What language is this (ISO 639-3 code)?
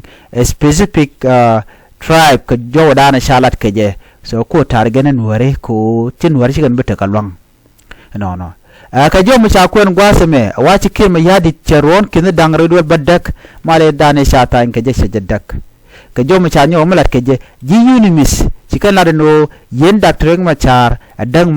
nus